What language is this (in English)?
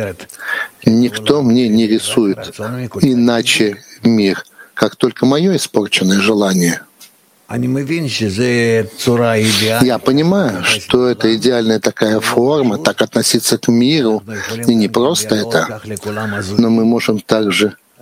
Russian